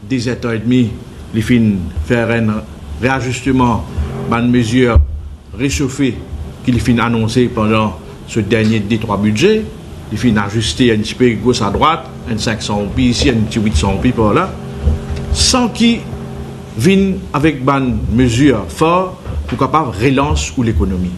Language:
Morisyen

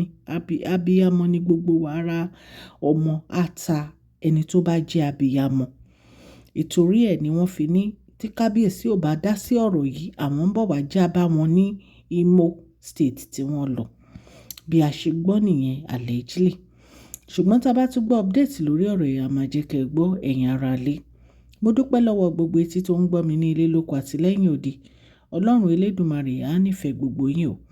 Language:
Yoruba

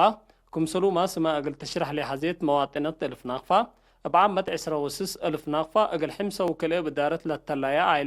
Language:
Tigre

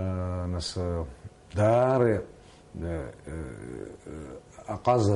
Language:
Abkhazian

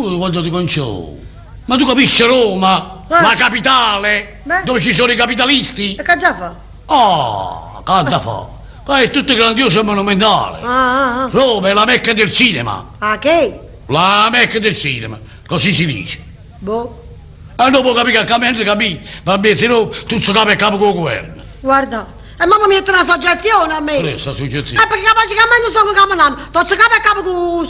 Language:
Neapolitan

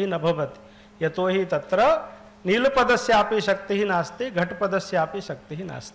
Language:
Sanskrit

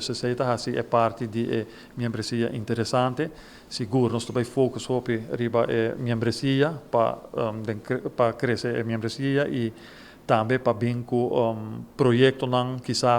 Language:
Papiamento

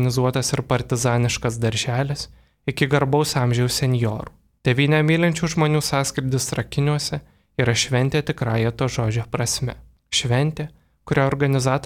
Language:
Lithuanian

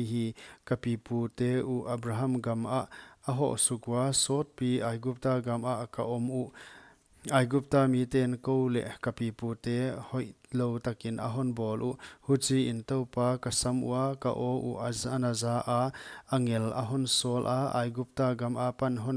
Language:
Paite Chin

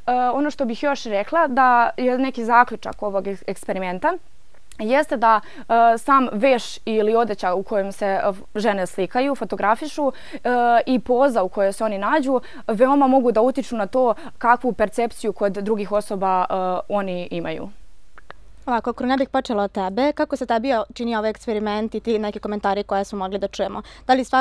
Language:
Serbian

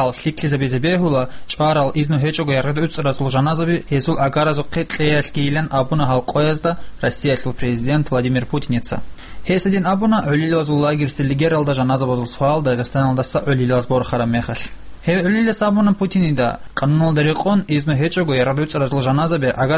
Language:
Avaric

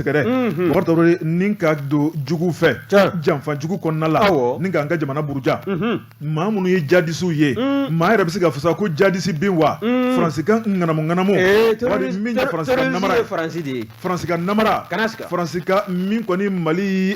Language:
Bambara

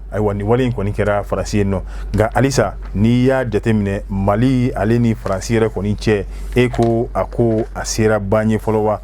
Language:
Bambara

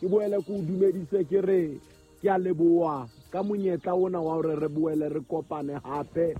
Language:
Southern Sotho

